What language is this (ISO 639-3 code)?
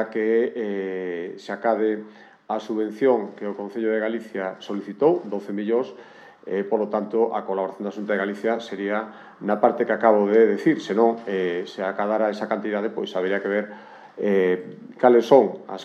glg